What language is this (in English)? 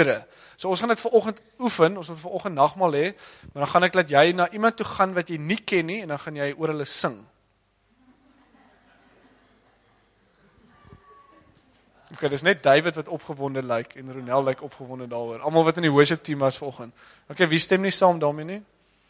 Afrikaans